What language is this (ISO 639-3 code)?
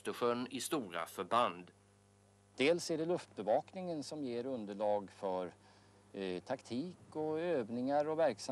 swe